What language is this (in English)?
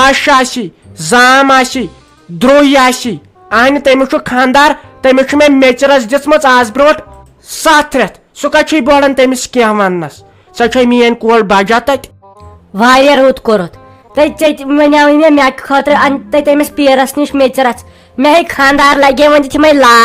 Kashmiri